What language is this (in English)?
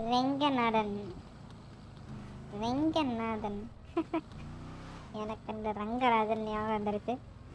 Tamil